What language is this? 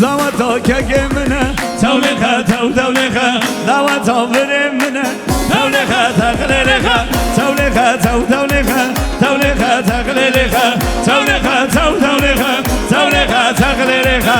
Kurdish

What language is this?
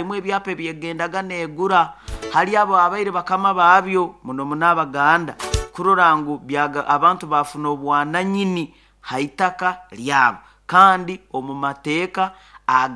Nyoro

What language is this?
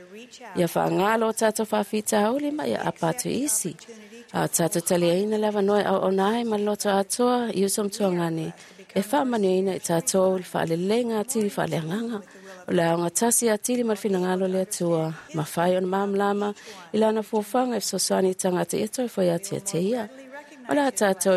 Samoan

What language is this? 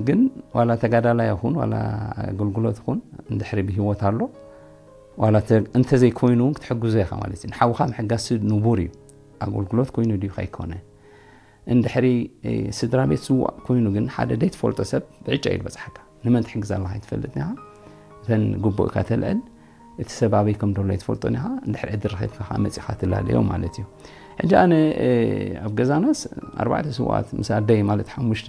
Tigrinya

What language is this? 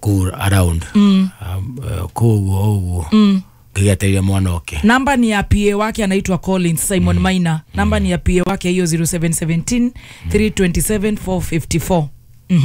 Kikuyu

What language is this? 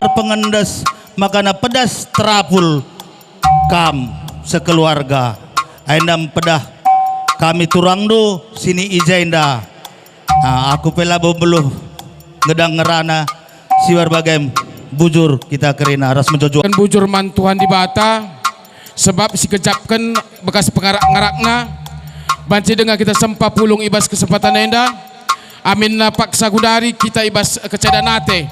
Batak Karo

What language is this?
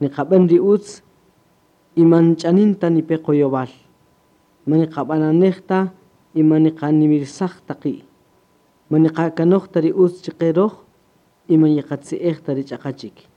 Kaqchikel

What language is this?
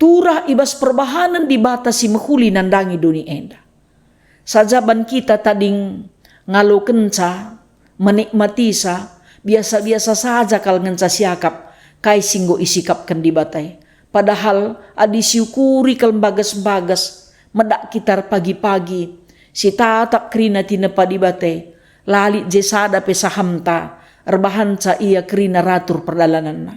Batak Karo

